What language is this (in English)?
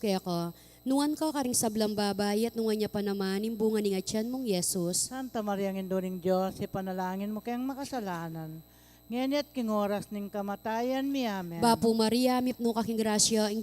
Pampanga